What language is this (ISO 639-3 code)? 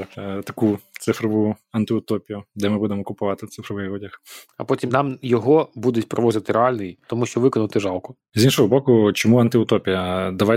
ukr